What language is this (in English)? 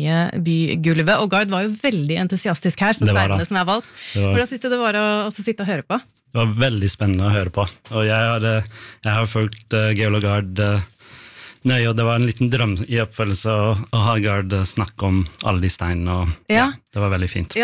Norwegian